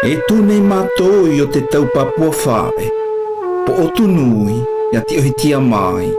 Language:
South Marquesan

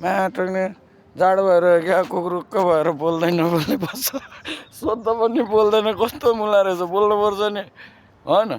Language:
Nepali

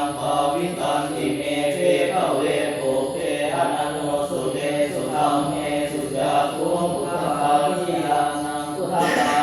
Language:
Pali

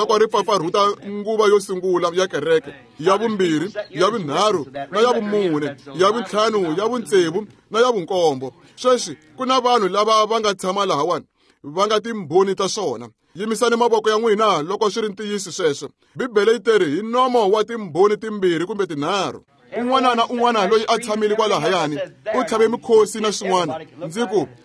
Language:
Tsonga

